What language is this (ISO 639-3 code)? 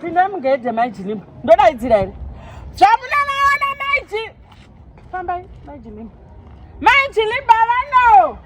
sna